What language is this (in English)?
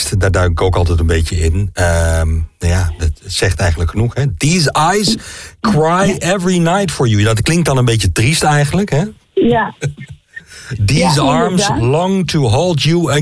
Dutch